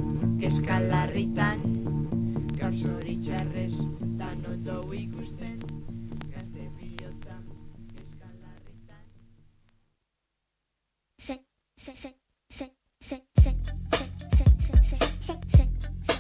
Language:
Basque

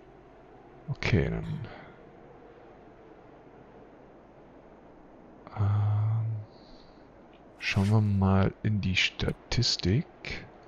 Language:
German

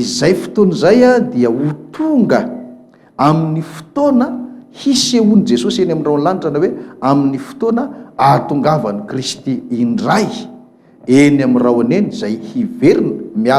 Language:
Malagasy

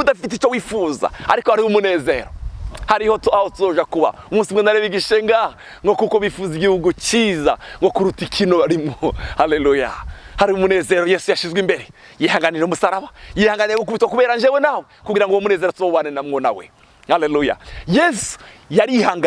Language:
Rundi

